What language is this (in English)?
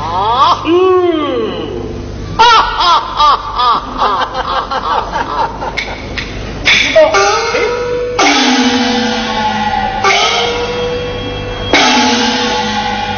Chinese